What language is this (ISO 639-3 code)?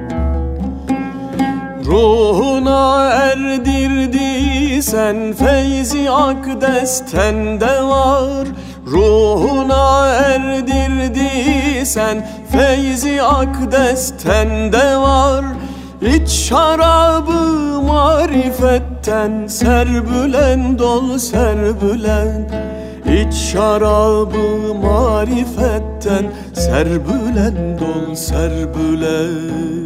tur